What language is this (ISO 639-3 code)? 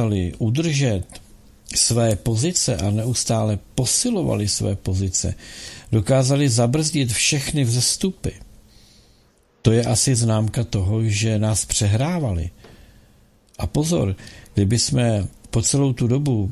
ces